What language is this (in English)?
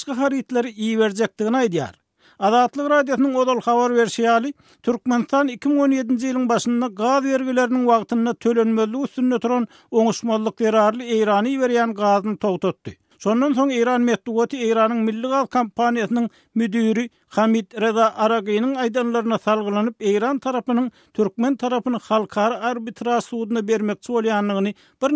Turkmen